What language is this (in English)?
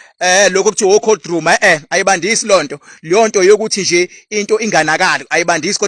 Zulu